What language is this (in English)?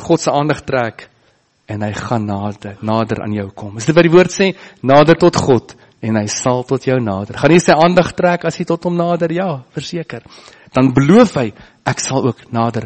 Afrikaans